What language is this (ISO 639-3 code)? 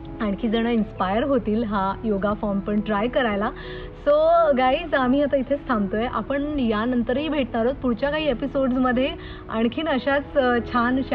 mar